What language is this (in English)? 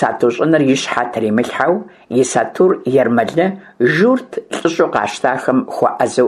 Kabardian